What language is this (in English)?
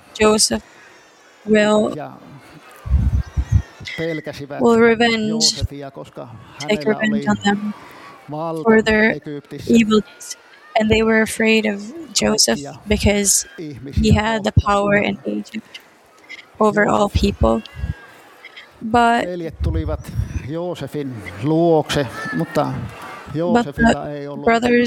Finnish